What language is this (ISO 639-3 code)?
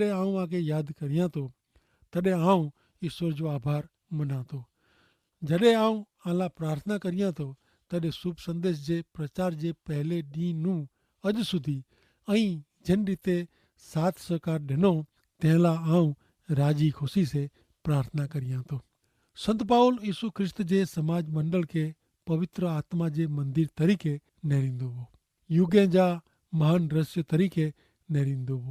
kfr